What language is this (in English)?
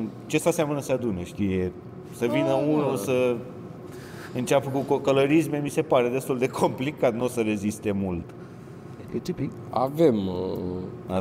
Romanian